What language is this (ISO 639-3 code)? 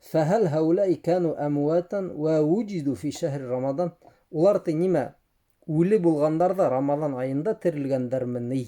bak